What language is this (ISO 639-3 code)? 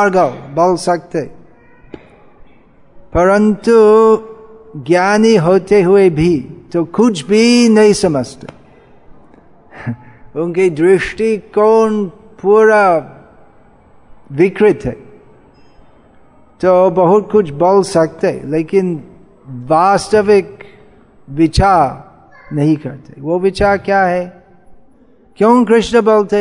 hin